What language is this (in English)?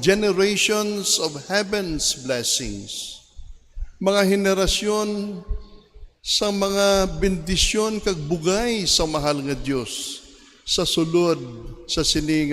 Hiligaynon